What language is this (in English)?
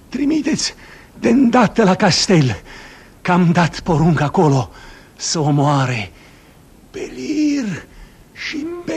Romanian